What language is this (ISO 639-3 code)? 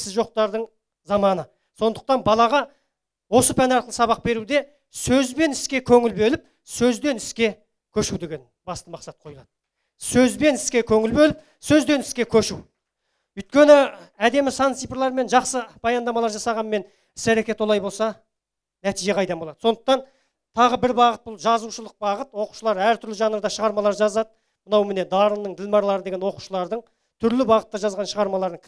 kaz